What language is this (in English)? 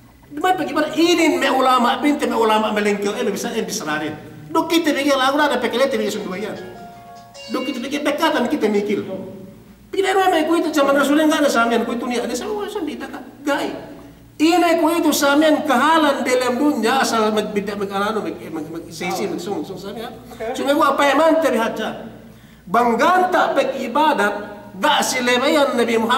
Yakan